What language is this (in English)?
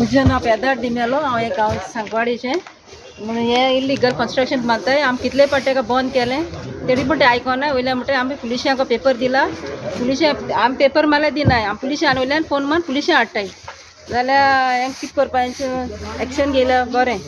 Konkani